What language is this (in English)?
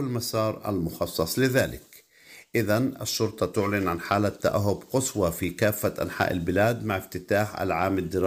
Arabic